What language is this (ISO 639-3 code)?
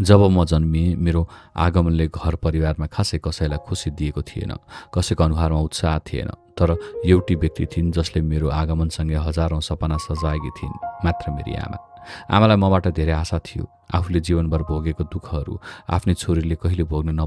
nep